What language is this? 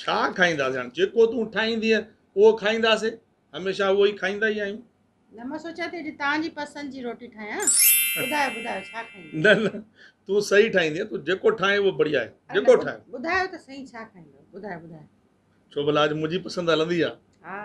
Sindhi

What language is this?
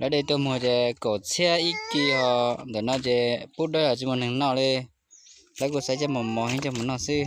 Hmong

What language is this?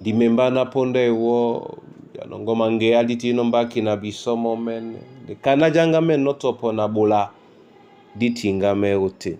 Duala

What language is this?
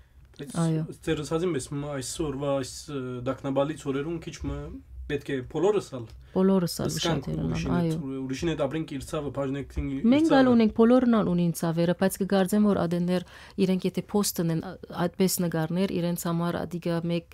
Western Armenian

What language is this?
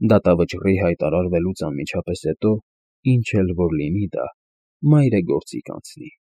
Armenian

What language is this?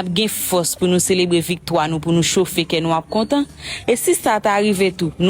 Haitian Creole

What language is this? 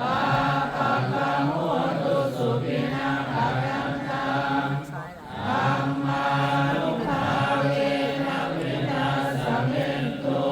Pali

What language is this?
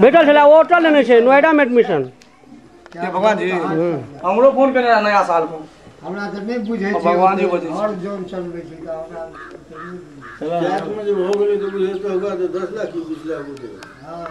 Maithili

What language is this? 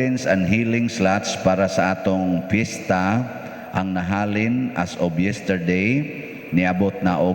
Cebuano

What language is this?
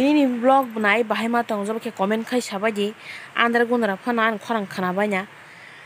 Kok Borok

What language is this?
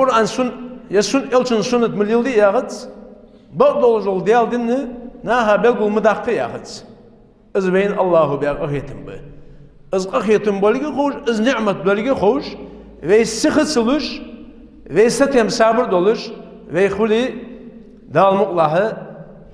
Ingush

